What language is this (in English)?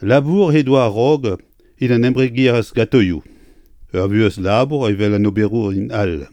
Breton